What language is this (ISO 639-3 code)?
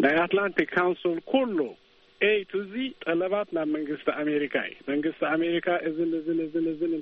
tir